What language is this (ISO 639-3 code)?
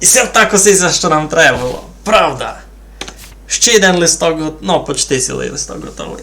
rue